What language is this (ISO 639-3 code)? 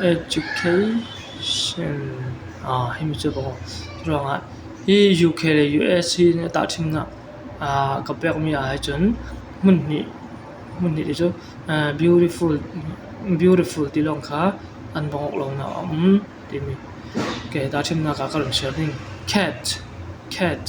cfm